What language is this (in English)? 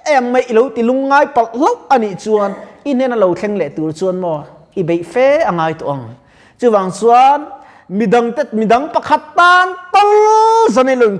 Mizo